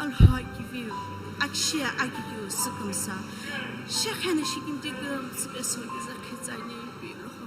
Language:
Sumi Naga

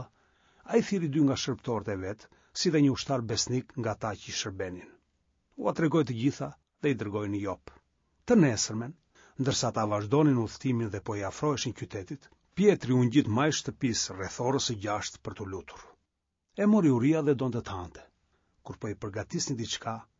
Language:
Albanian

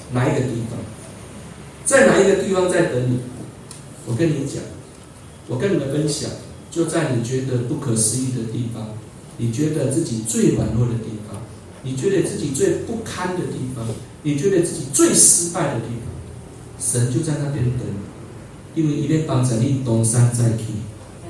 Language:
Min Nan Chinese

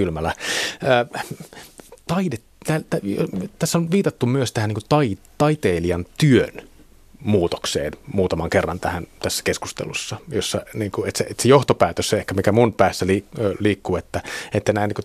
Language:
Finnish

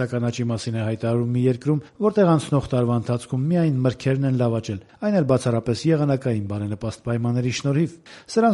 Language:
Armenian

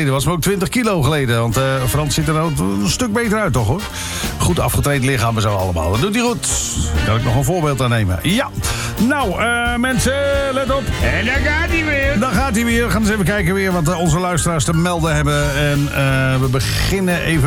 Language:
Dutch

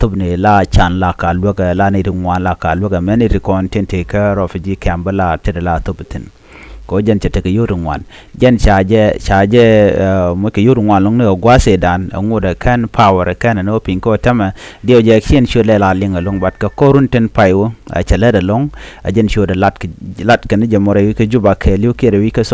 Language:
Nuer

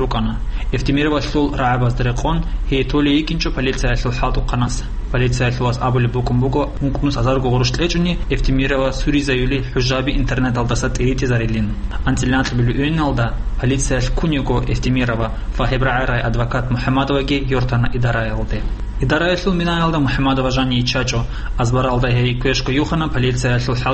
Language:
Avaric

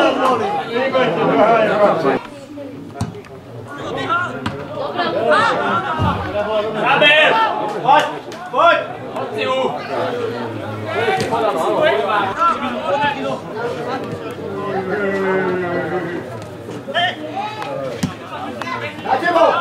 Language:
Slovak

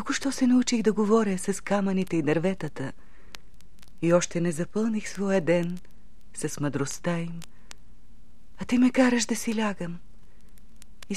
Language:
Bulgarian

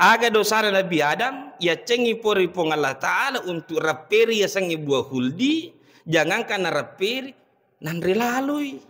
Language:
Buginese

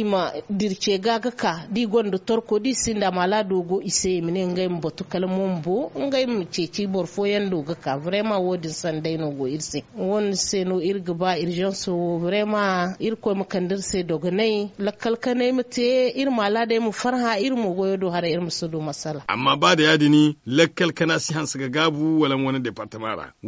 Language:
Zarma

